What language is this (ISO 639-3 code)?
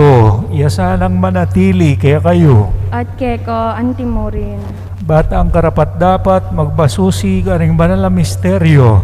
pam